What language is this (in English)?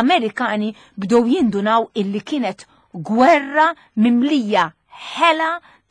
Maltese